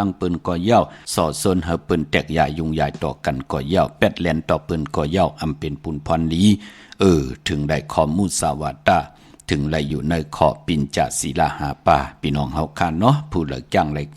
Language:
Shan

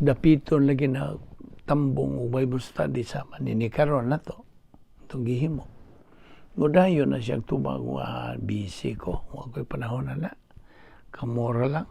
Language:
Cebuano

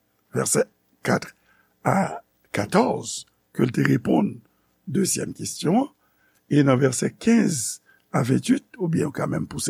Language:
Haitian Creole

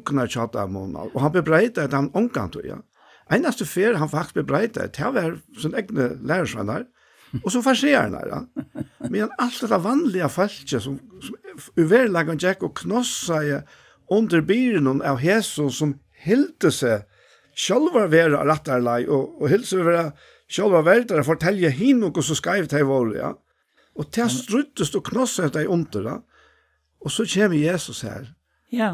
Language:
Faroese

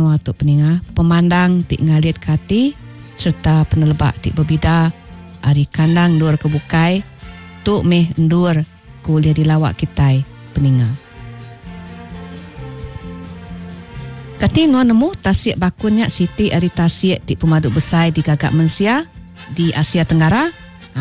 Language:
Iban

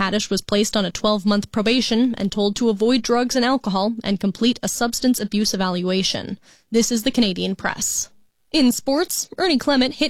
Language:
English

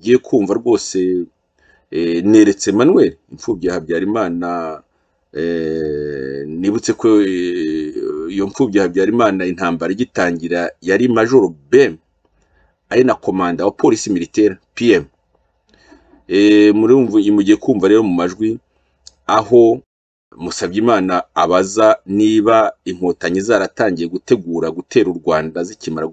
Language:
Kinyarwanda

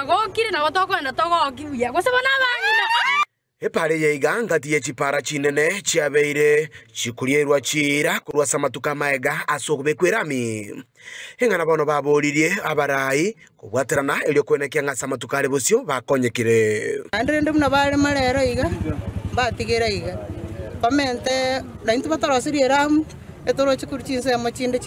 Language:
Gusii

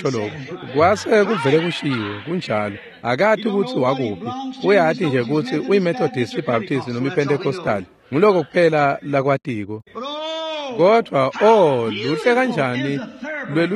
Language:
Swati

